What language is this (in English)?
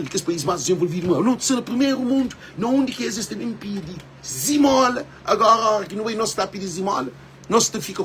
Kabuverdianu